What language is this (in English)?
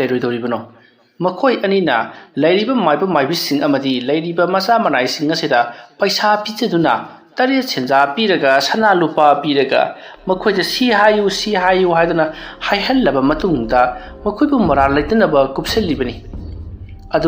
Manipuri